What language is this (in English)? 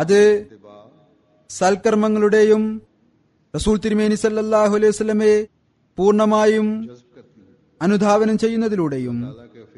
Malayalam